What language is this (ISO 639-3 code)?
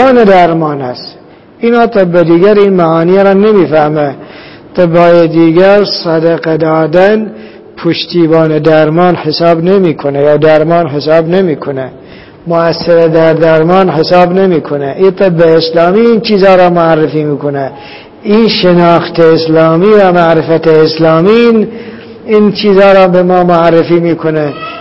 fas